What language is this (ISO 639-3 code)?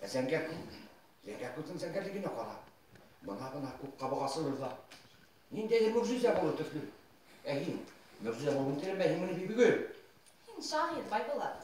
bak